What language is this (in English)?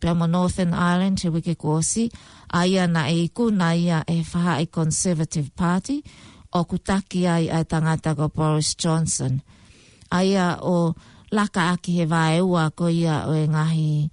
Tongan